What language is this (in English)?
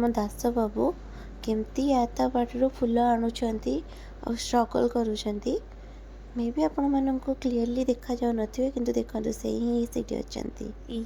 Odia